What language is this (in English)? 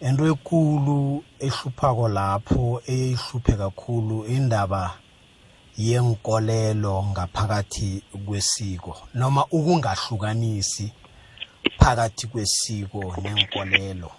South Ndebele